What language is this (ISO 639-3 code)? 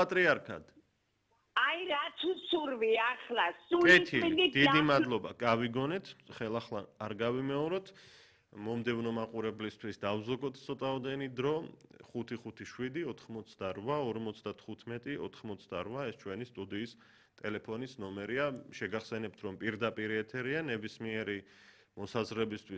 kat